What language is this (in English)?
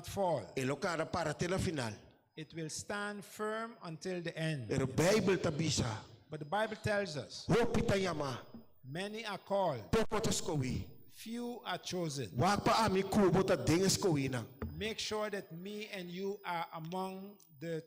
Papiamento